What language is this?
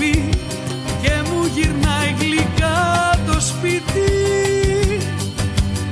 Greek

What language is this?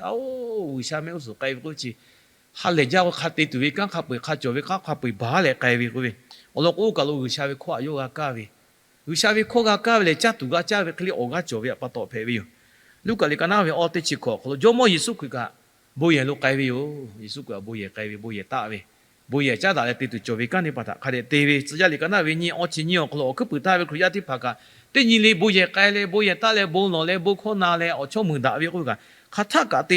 Lahu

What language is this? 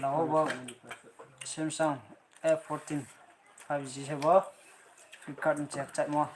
Riang (India)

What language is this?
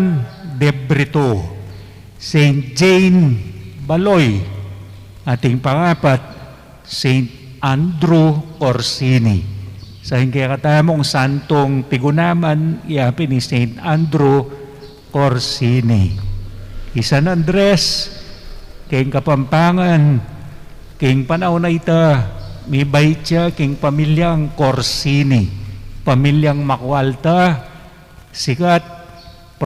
Pampanga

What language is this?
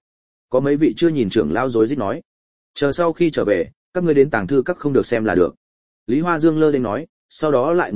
Vietnamese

